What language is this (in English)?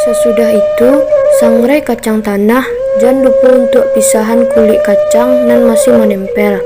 Minangkabau